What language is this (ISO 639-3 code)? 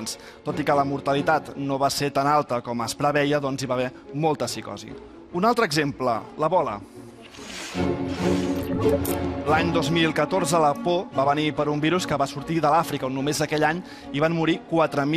cat